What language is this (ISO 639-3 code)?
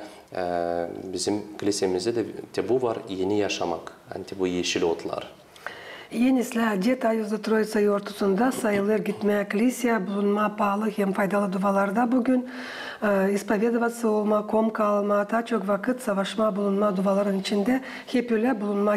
gag